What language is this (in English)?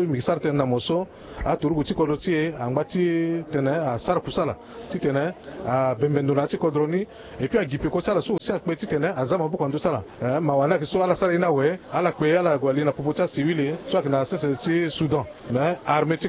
Sango